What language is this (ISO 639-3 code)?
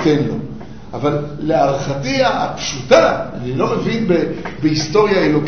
heb